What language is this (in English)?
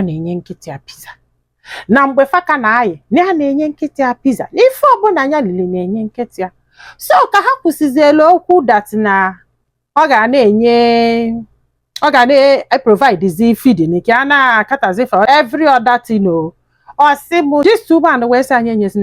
Igbo